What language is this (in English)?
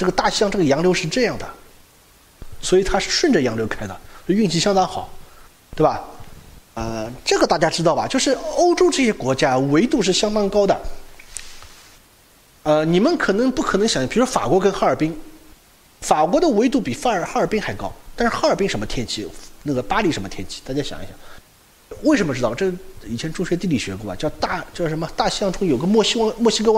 Chinese